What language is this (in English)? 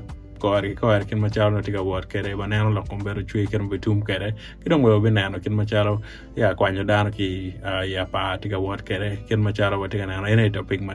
Acoli